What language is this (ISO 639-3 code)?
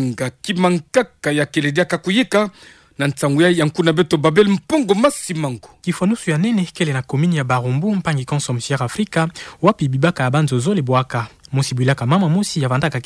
ktu